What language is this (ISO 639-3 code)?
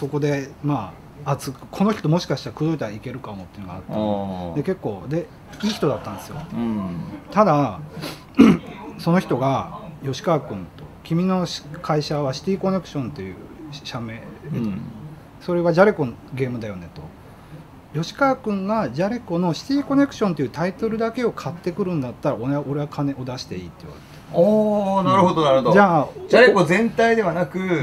jpn